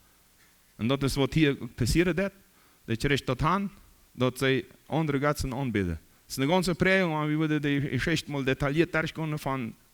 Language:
Plautdietsch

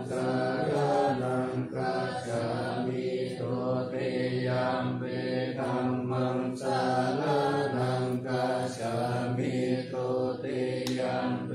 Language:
Pali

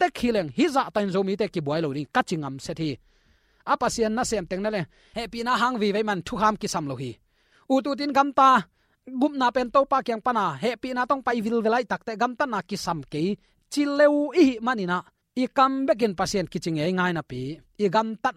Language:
Tedim Chin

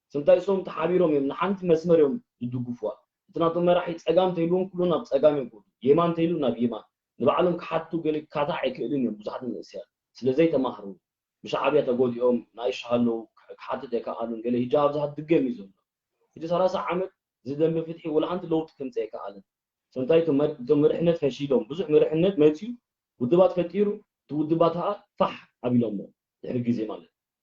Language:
Tigrinya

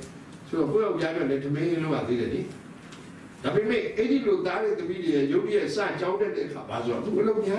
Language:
Burmese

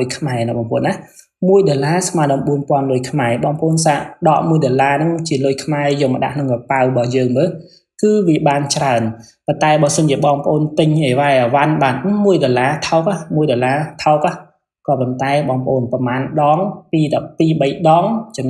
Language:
Khmer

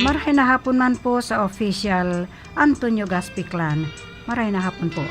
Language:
Bikol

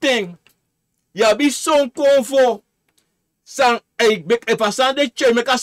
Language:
Sranan Tongo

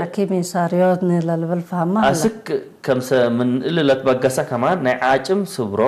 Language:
Tigre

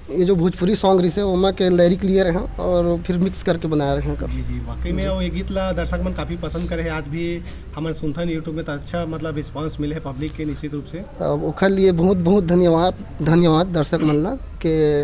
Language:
Chhattisgarhi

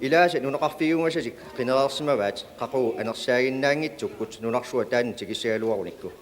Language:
Kalaallisut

